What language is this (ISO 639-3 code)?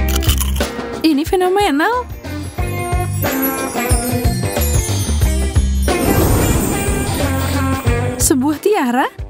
ind